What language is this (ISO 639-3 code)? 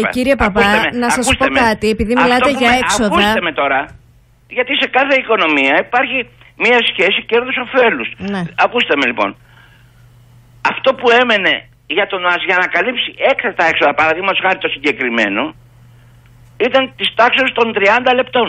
ell